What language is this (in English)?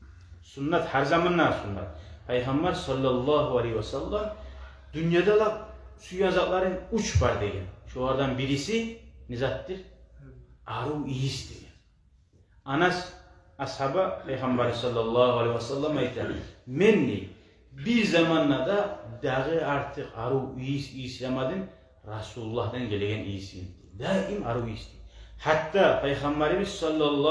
Kumyk